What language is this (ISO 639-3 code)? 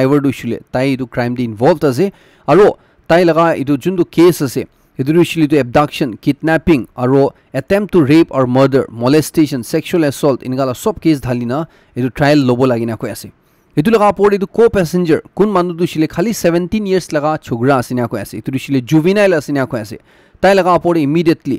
nag